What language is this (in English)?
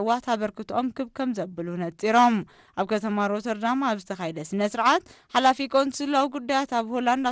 Tigrinya